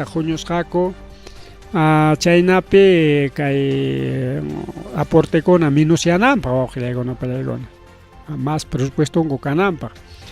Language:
Ayacucho Quechua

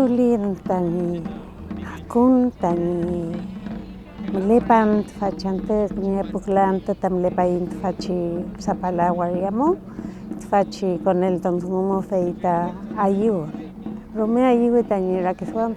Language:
Mapuche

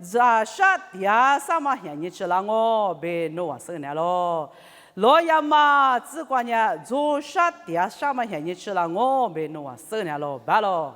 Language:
Lisu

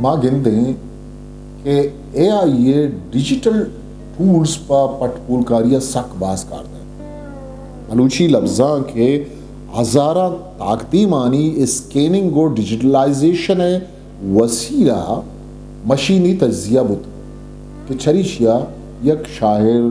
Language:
Eastern Balochi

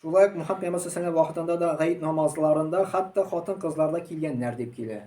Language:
Tatar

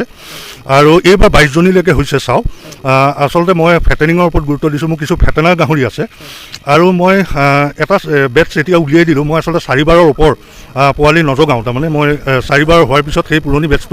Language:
Assamese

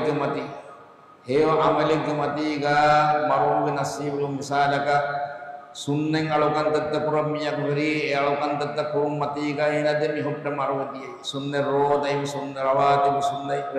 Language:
Divehi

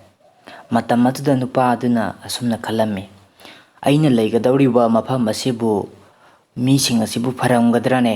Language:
Manipuri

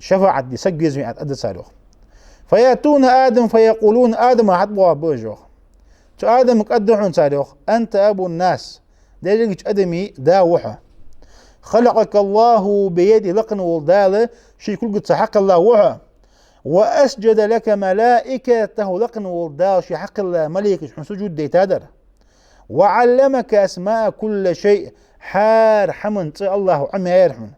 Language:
Ingush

